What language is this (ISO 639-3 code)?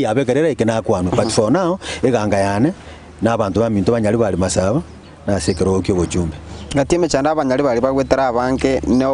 guz